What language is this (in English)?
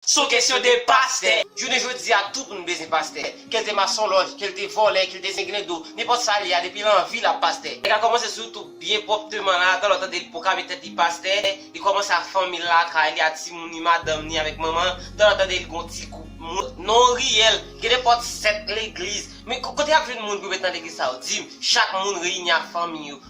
Haitian Creole